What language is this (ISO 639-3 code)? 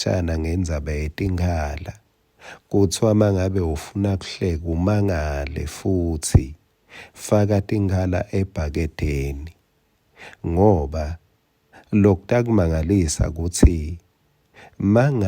ssw